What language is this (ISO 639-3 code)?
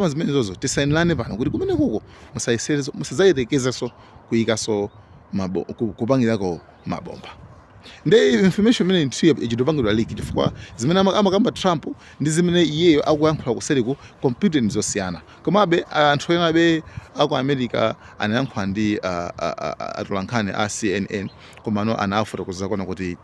nya